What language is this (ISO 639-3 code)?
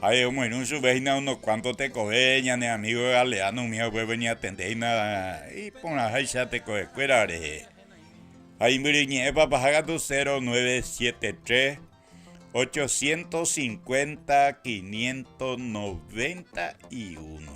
grn